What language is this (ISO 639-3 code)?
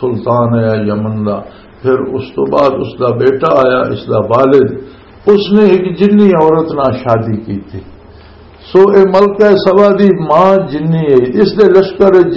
lah